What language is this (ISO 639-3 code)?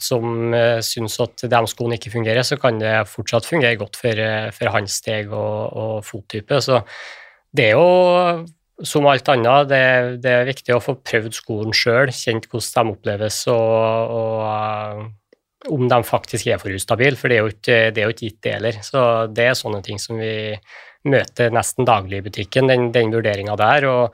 nor